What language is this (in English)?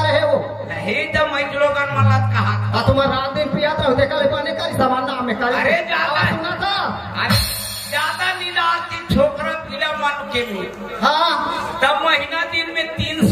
Chhattisgarhi